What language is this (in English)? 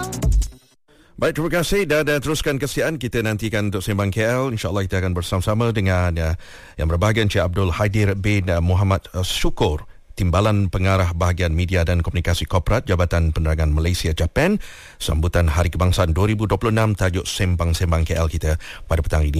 Malay